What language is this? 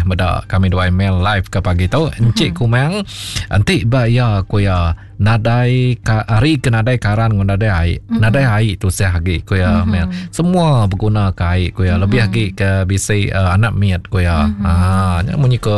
Iban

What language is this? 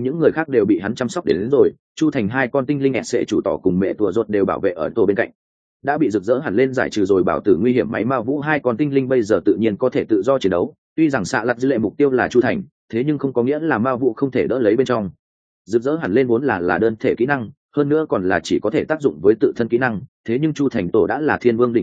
Vietnamese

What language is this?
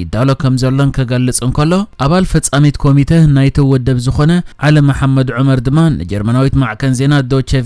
Tigrinya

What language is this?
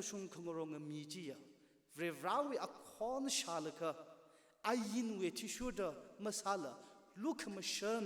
Tangkhul Naga (India)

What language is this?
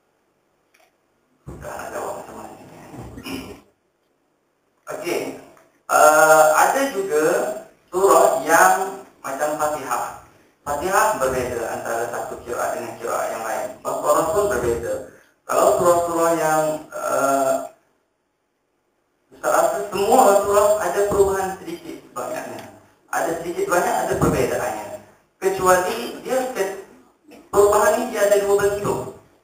Malay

